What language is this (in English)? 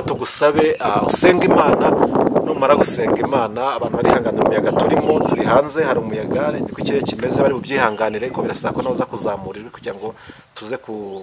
Kinyarwanda